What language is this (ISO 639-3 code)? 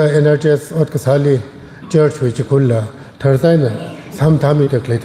nmf